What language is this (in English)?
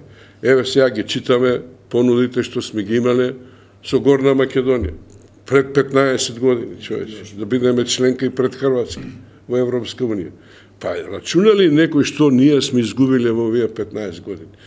Macedonian